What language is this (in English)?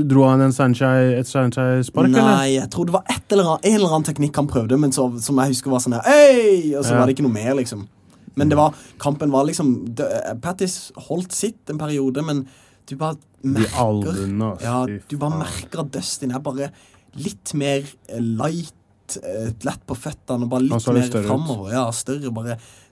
Norwegian